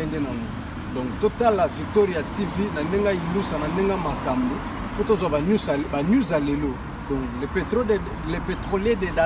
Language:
Lingala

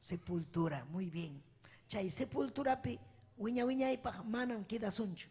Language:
Ayacucho Quechua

